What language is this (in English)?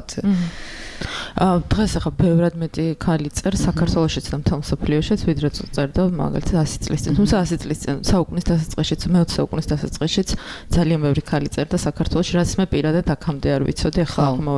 Georgian